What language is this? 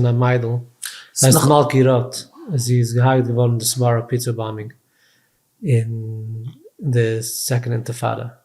Yiddish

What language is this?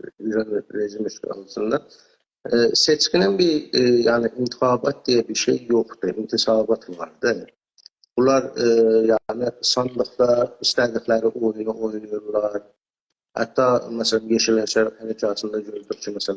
South Azerbaijani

